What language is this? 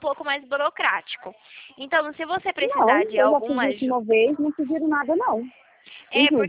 Portuguese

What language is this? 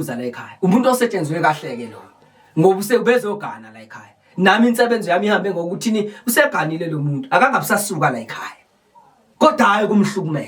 Zulu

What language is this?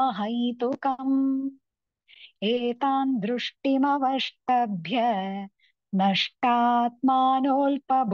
Sanskrit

